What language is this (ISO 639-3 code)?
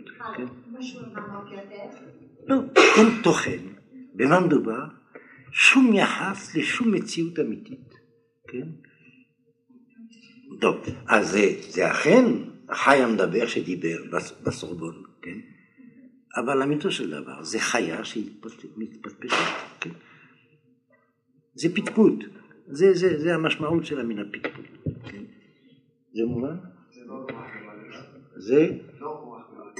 heb